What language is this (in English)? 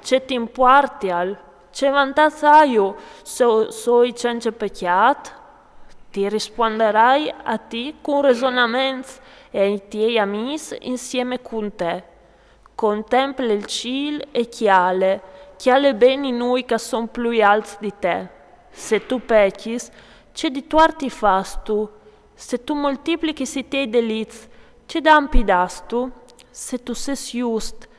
Friulian